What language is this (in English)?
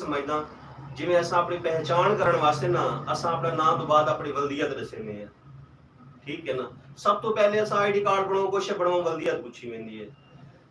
Saraiki